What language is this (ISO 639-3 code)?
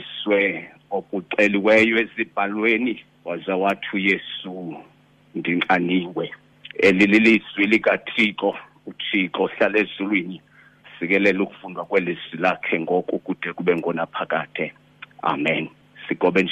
xho